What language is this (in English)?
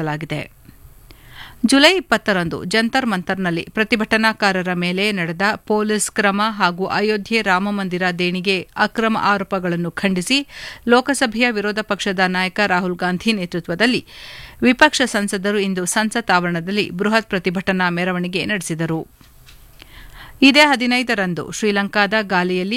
Kannada